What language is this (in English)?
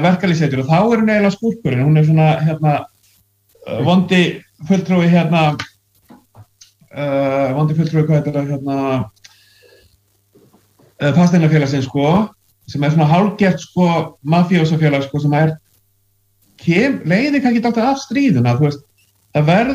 Icelandic